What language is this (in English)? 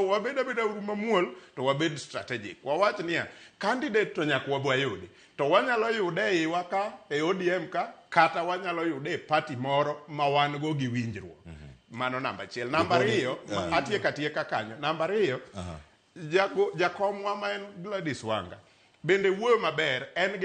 Luo (Kenya and Tanzania)